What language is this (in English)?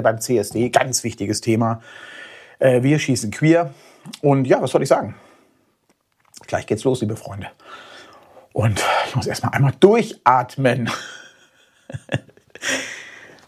German